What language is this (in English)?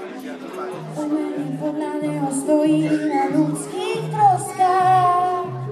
Czech